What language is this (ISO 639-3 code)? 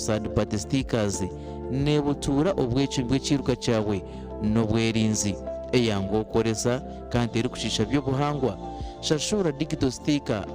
nyn